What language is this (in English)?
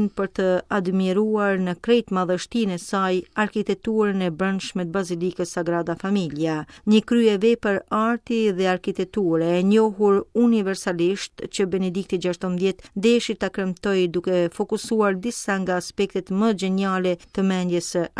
Albanian